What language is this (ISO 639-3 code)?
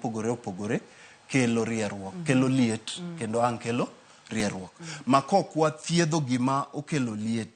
luo